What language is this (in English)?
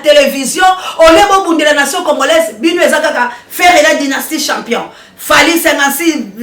Lingala